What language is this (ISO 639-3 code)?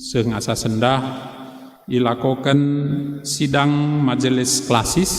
btx